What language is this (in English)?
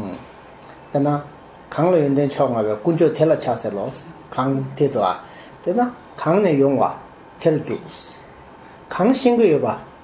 Tibetan